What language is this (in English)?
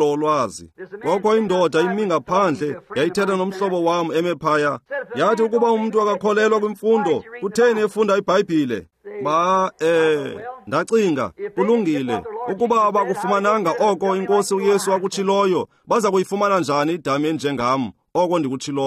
Xhosa